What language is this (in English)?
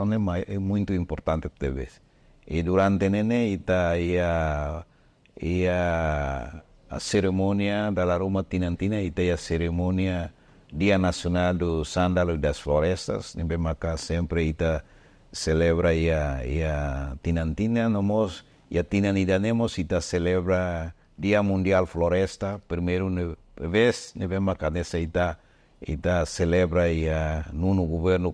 Tetum